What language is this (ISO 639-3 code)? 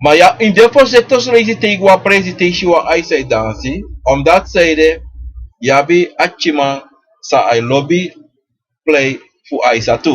srn